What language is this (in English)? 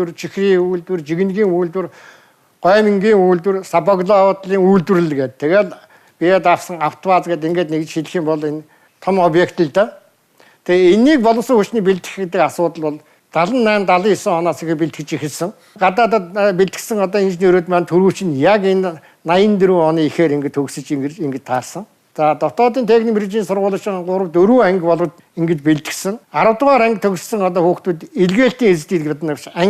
Mongolian